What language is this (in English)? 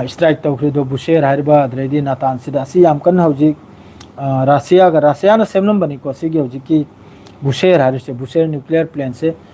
Manipuri